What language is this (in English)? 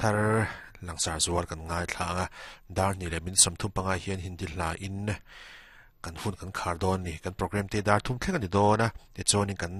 Mizo